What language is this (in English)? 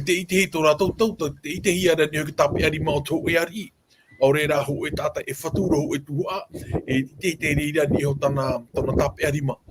Tahitian